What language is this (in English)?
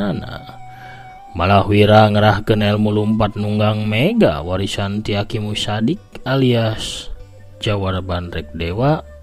Sundanese